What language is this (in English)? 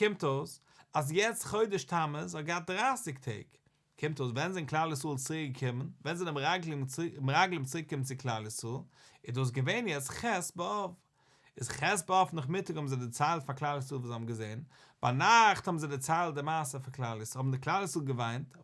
Yiddish